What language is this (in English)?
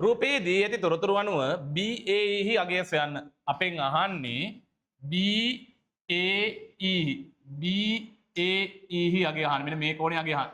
Sinhala